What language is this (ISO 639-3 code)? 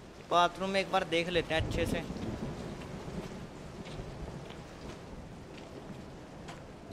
hin